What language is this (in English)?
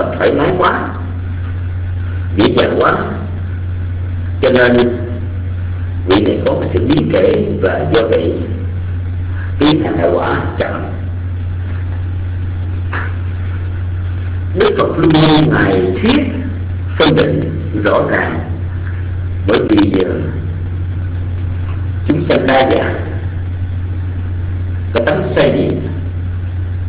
Vietnamese